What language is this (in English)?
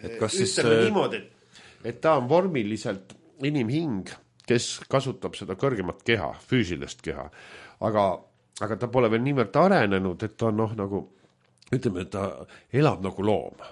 Estonian